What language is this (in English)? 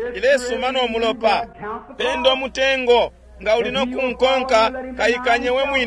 Bemba